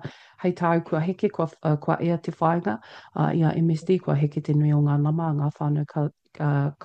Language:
Māori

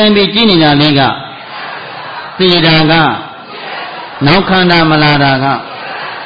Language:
Burmese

